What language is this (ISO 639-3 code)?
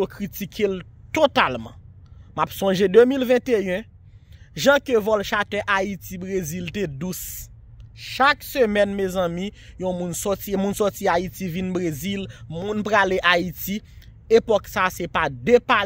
hat